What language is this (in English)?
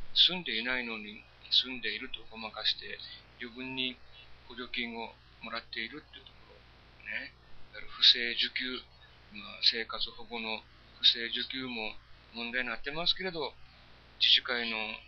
Japanese